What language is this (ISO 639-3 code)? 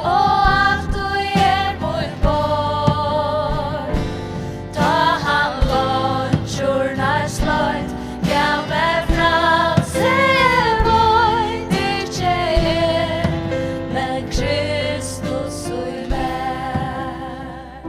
fao